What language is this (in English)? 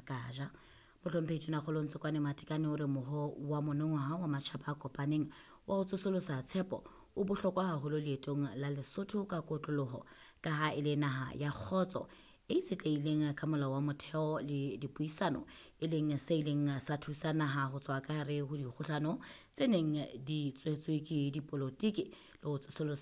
Southern Sotho